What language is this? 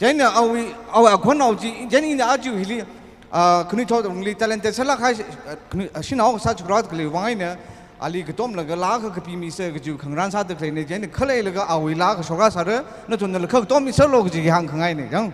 Tangkhul Naga (India)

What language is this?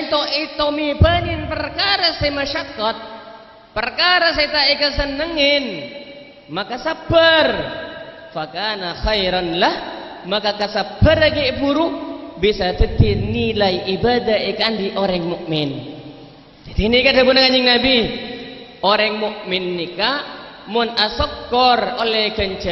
Madurese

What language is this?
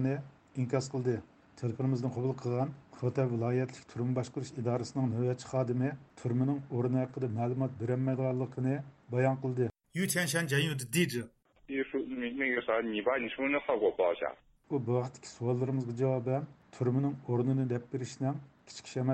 Uyghur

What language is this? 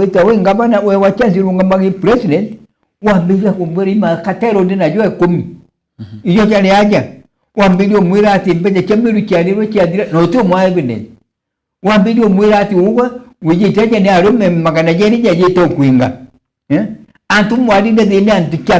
Meru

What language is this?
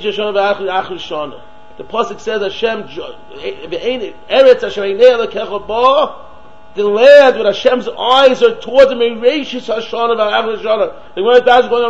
English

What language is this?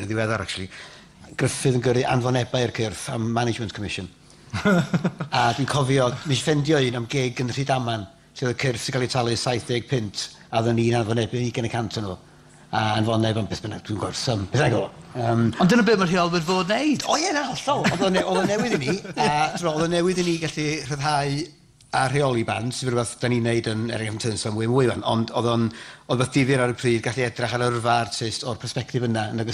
Welsh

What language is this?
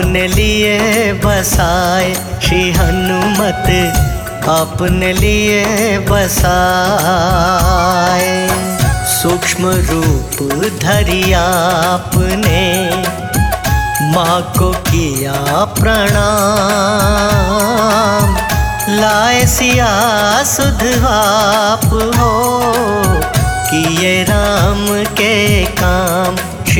Hindi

